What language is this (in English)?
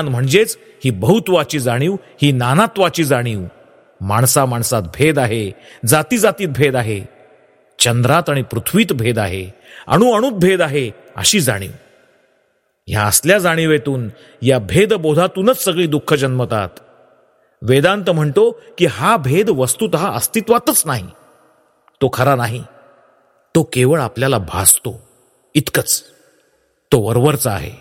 Marathi